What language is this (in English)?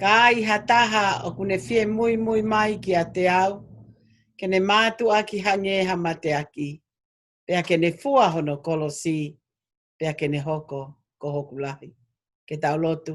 Tongan